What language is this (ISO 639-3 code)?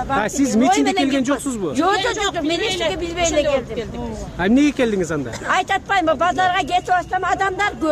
kir